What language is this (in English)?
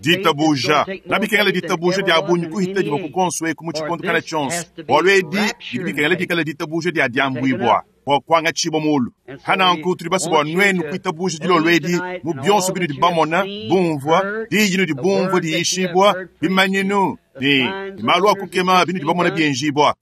Luba-Lulua